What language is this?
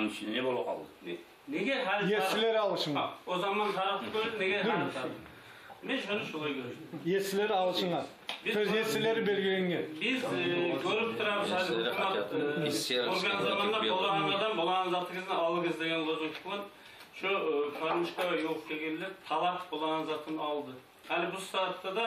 Kumyk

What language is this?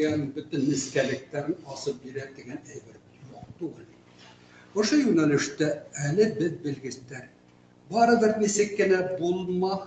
Bashkir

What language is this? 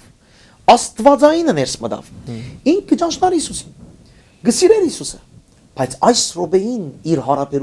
Western Armenian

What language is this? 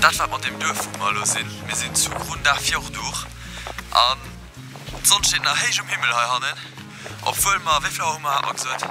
Luxembourgish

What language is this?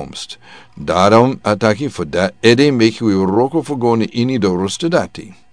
Sranan Tongo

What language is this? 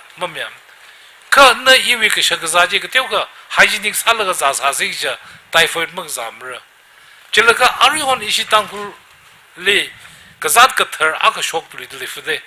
Tangkhul Naga (India)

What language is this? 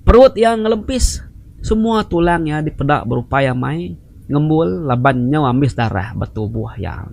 Iban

